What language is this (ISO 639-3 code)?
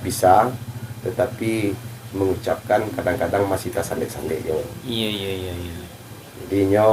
min